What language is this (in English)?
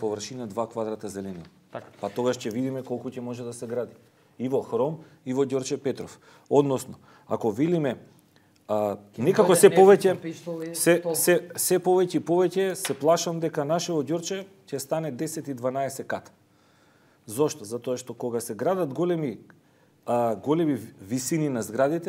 Macedonian